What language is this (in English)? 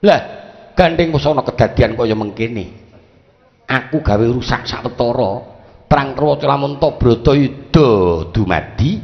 Javanese